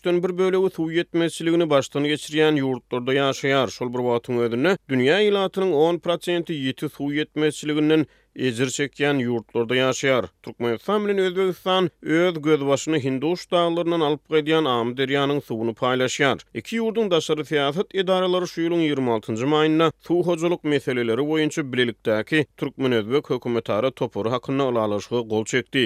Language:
Turkmen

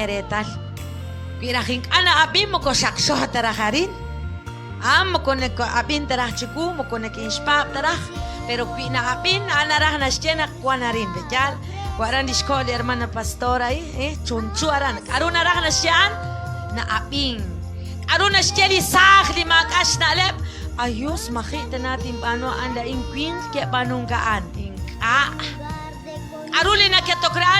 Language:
Kekchí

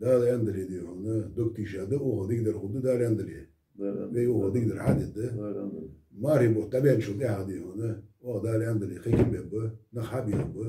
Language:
Ingush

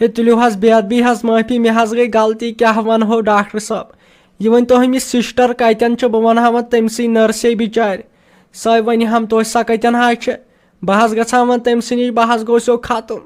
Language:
Kashmiri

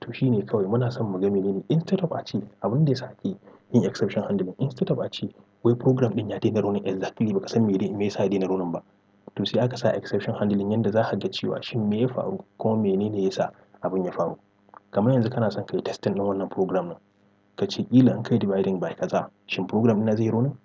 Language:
Hausa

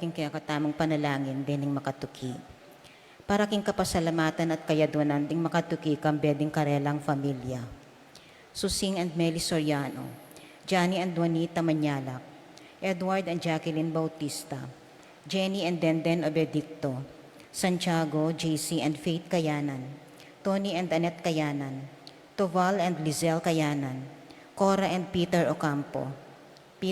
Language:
Pampanga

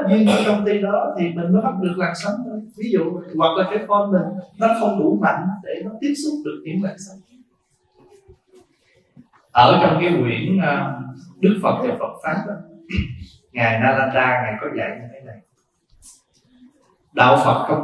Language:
Vietnamese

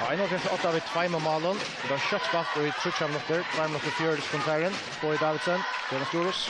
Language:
Faroese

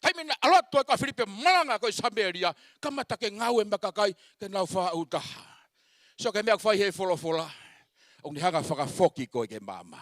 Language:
Tongan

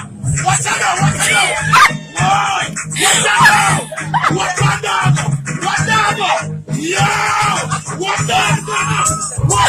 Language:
Jamaican Creole English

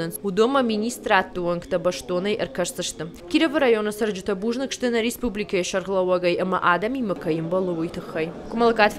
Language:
Ossetic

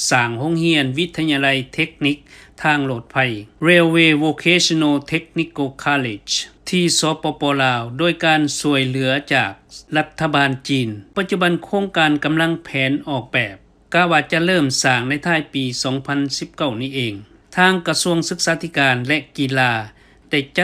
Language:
Lao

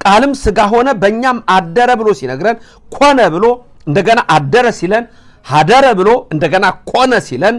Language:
Amharic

